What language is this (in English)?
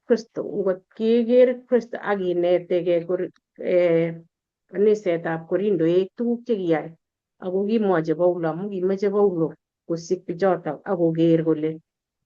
Kalenjin